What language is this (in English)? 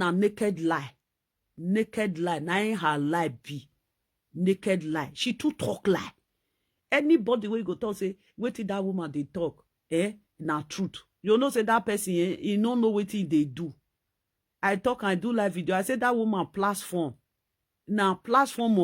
Nigerian Pidgin